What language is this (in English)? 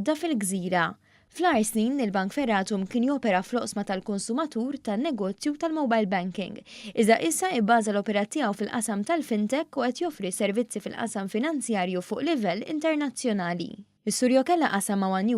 Maltese